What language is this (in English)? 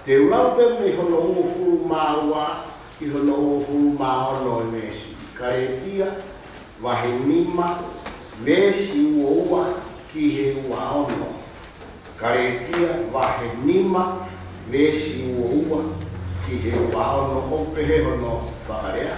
Tongan